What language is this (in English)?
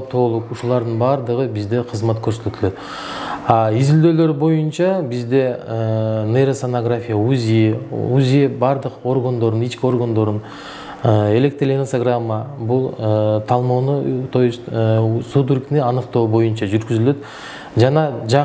Kyrgyz